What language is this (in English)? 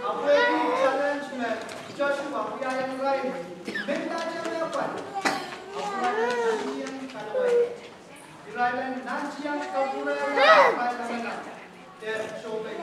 Pohnpeian